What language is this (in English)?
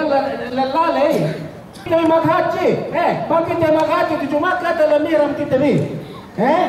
Yakan